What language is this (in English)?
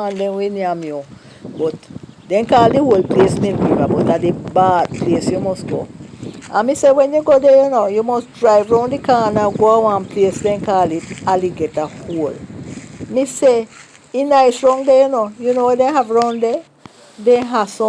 Jamaican Creole English